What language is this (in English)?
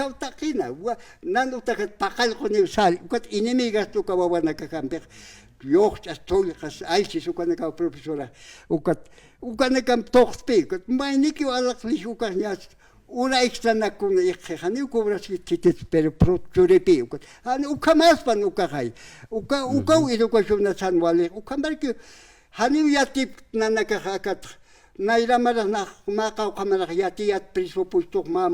Aymara